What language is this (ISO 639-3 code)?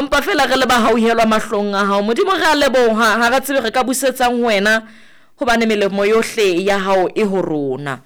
sot